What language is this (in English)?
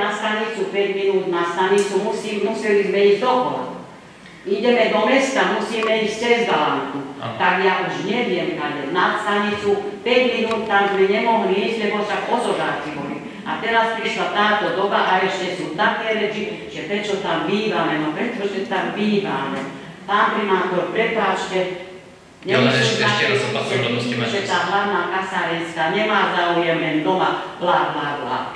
Slovak